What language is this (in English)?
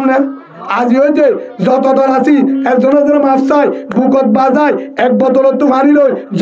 Rohingya